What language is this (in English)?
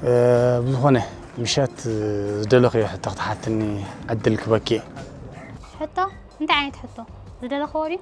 Tigrinya